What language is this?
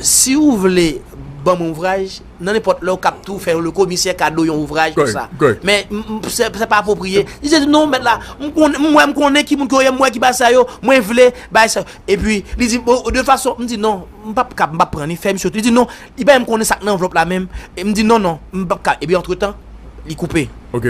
Haitian Creole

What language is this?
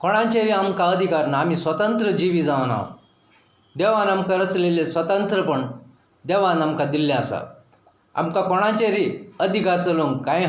Konkani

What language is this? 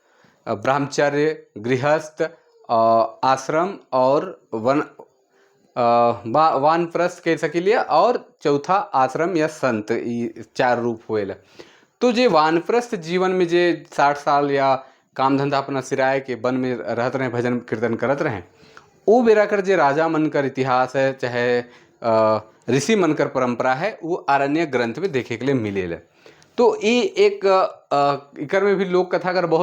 Sadri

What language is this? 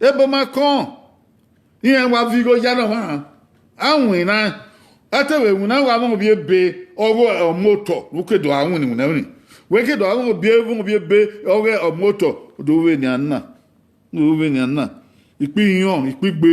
Bini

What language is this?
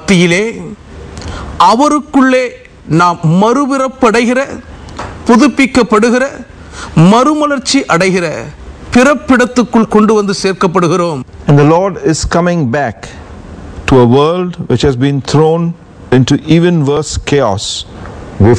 Tamil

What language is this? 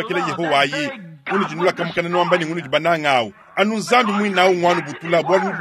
Luba-Lulua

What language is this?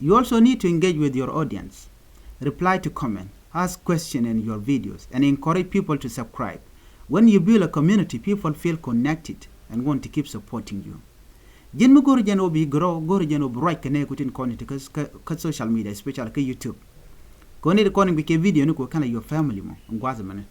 Nuer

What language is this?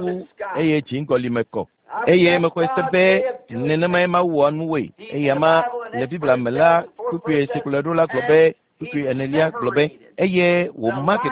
Ewe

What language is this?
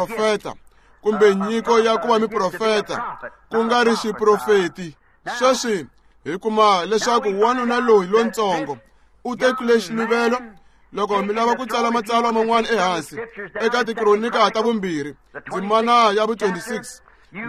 Tsonga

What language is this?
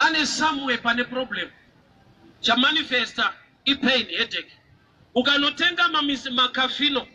Shona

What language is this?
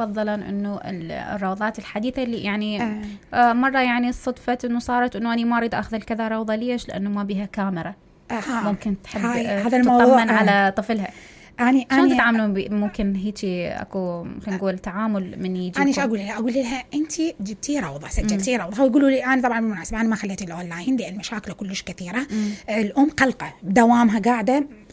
Mesopotamian Arabic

